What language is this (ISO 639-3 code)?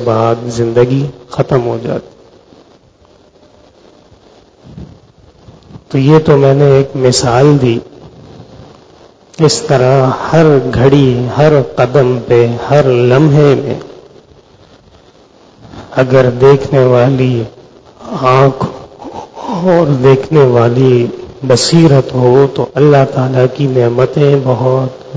urd